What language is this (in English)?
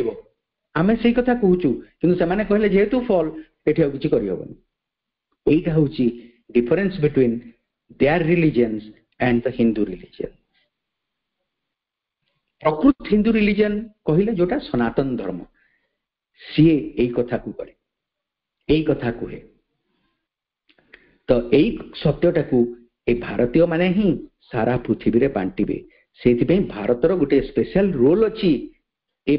Odia